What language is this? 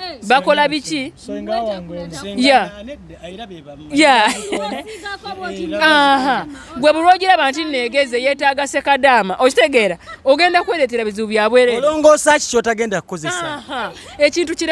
Ganda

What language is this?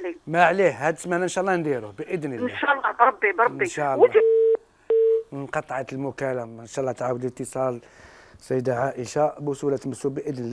Algerian Arabic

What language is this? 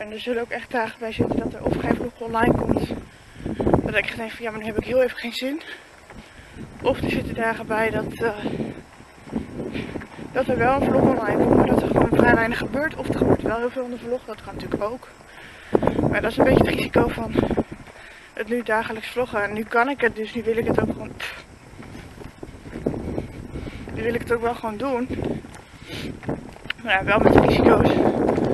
Dutch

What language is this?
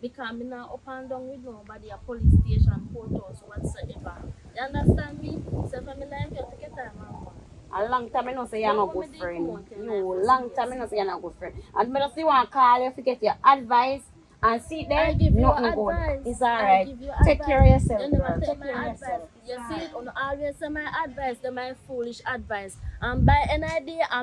Jamaican Creole English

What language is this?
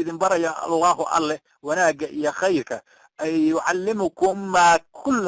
Somali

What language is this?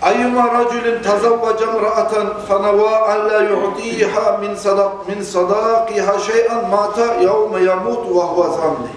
Kumyk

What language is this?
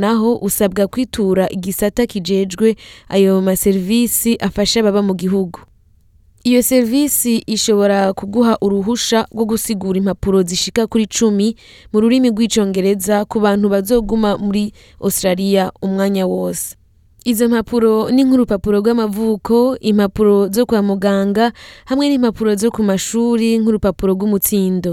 Rundi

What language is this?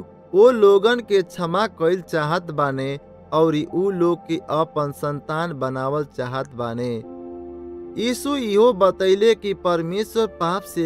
Bhojpuri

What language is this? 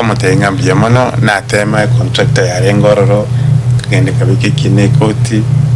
Gusii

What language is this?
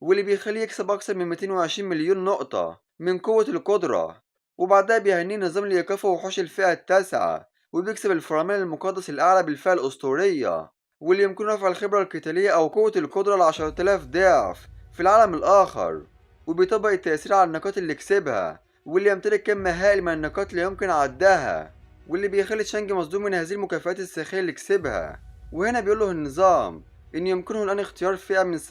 Egyptian Arabic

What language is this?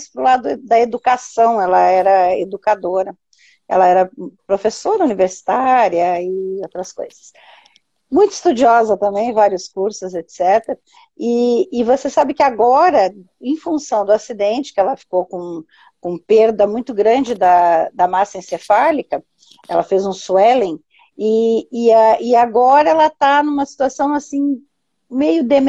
Portuguese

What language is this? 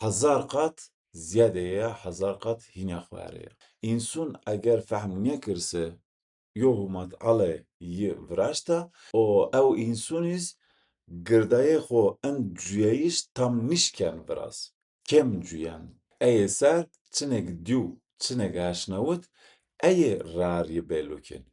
Zaza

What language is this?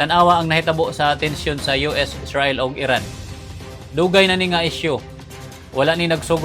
Cebuano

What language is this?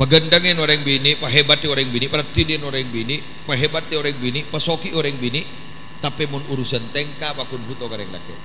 Madurese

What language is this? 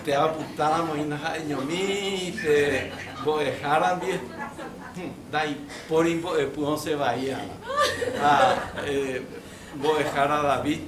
Guarani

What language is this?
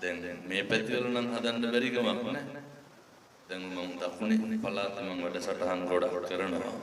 Sinhala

